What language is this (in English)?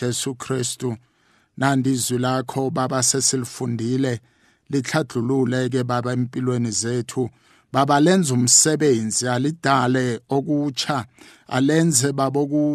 South Ndebele